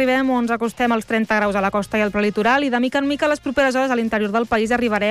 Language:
Catalan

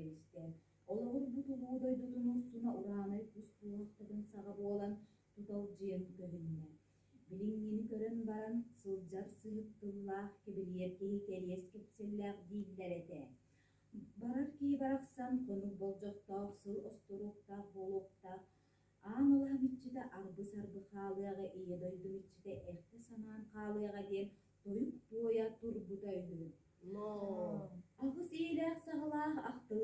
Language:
Yakut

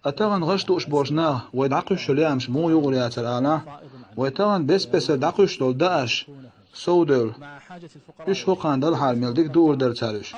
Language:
Chechen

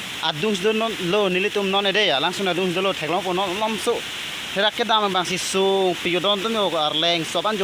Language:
Karbi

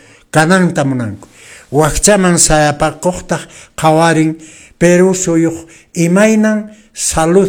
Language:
Quechua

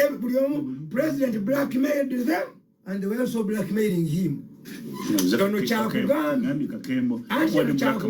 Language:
Ganda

